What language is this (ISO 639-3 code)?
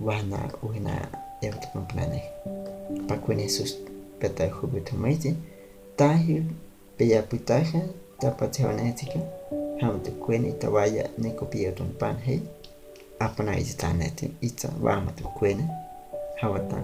guh